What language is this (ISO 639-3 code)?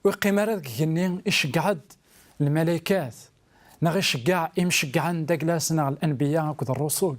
kab